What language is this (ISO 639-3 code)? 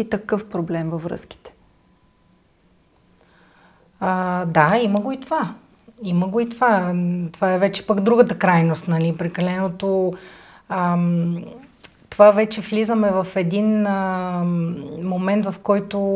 bul